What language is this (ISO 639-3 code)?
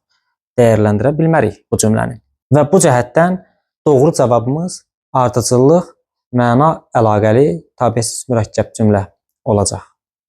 aze